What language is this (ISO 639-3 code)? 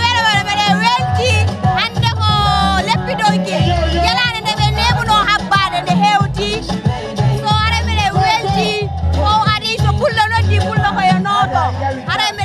ful